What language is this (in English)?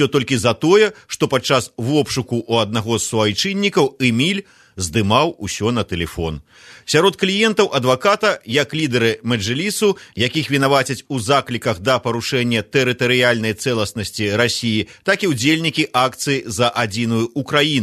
Belarusian